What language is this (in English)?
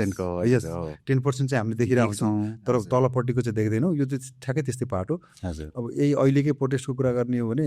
Nepali